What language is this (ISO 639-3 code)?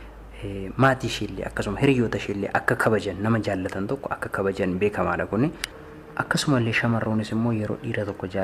orm